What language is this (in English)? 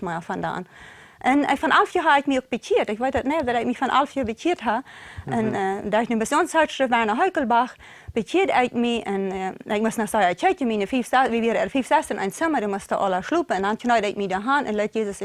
Plautdietsch